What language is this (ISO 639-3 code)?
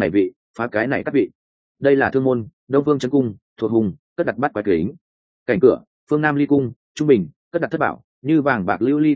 vie